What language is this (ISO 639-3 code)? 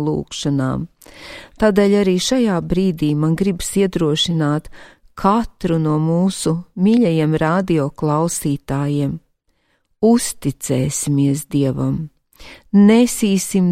lav